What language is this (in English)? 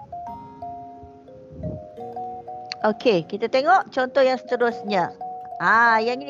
Malay